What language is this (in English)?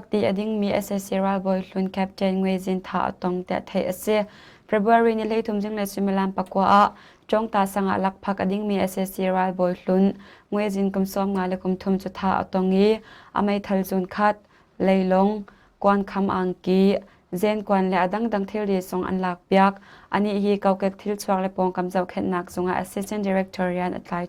Hakha Chin